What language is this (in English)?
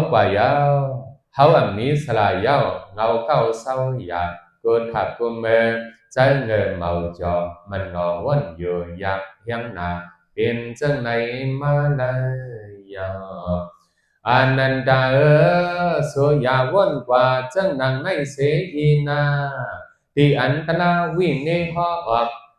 Shan